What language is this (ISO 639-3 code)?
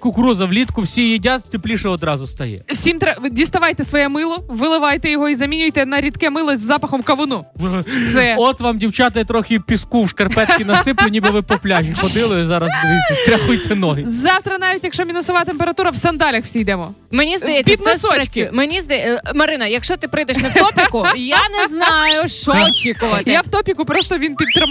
ukr